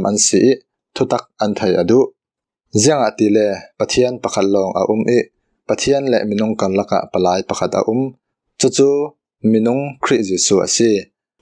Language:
Falam Chin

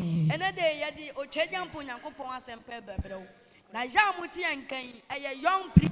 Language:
Akan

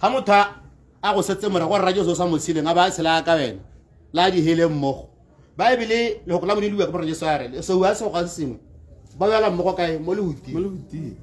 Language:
Tswana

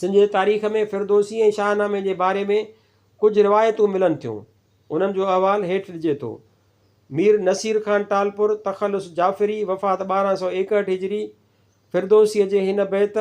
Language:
Sindhi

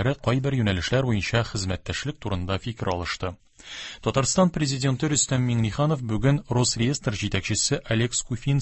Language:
Tatar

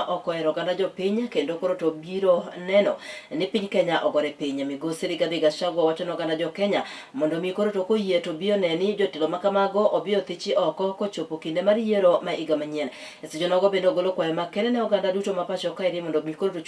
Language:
Luo (Kenya and Tanzania)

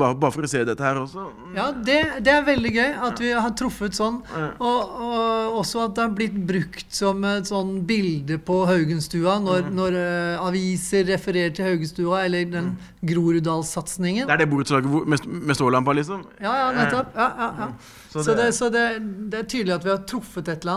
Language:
Norwegian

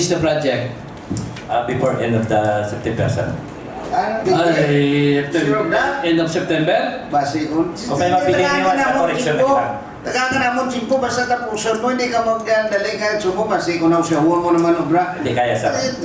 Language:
Hiligaynon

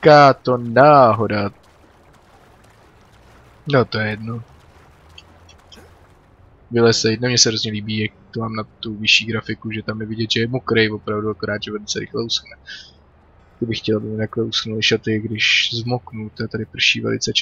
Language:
Czech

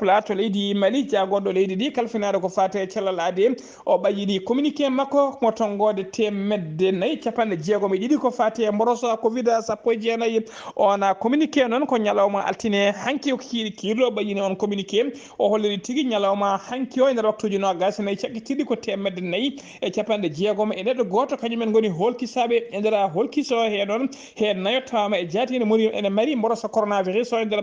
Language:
Fula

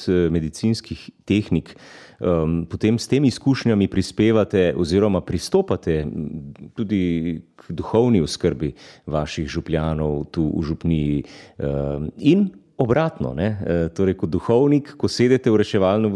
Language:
Slovenian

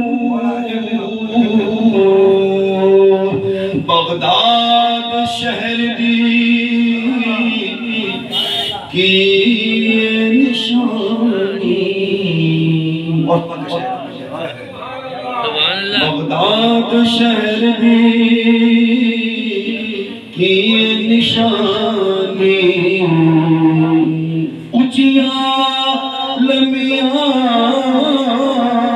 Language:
Urdu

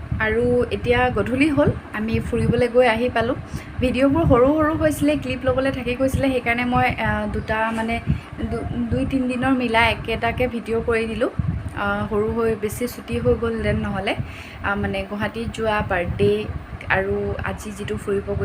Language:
Assamese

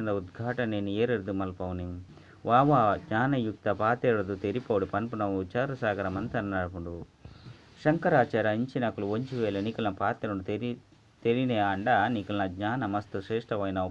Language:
Tulu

